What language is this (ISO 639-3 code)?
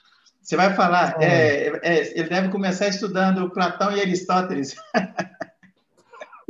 por